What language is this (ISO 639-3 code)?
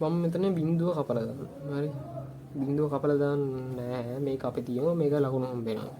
sin